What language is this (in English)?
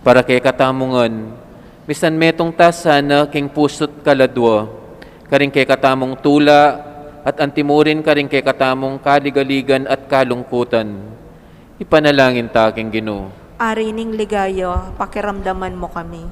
Pampanga